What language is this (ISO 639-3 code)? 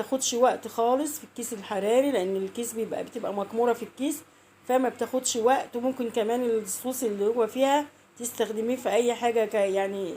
arz